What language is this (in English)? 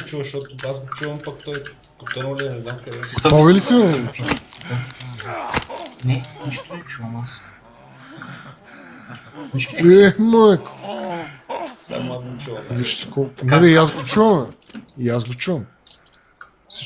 Bulgarian